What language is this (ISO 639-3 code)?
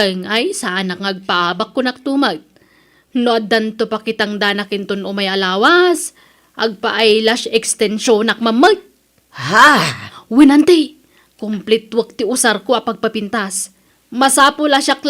ilo